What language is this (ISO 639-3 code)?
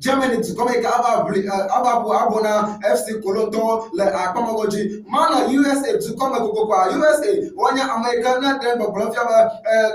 ewe